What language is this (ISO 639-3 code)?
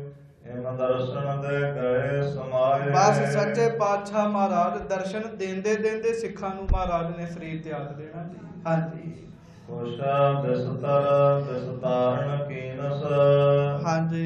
pan